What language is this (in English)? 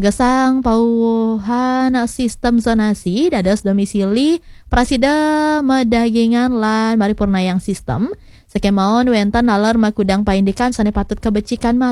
Balinese